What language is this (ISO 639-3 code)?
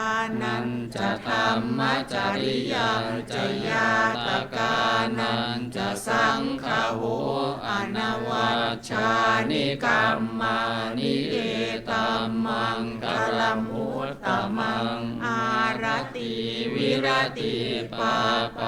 pli